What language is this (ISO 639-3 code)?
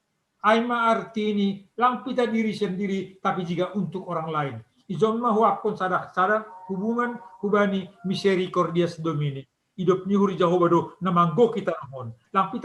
bts